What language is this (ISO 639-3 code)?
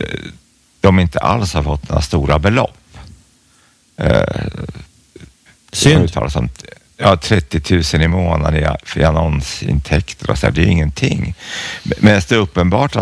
swe